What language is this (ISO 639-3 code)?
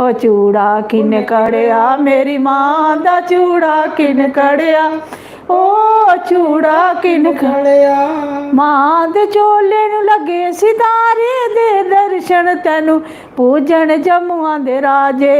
doi